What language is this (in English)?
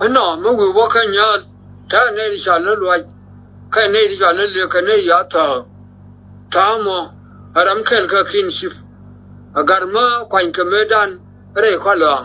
Nuer